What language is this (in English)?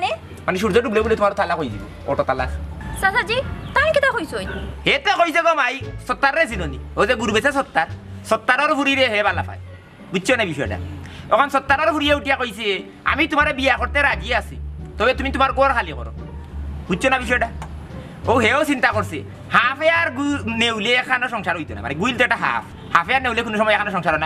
Sylheti